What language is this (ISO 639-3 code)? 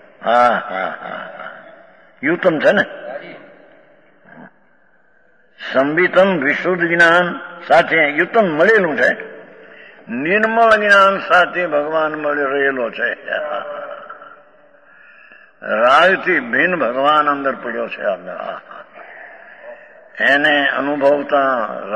guj